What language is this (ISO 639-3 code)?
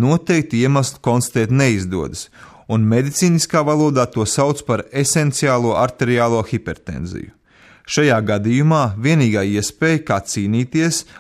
lav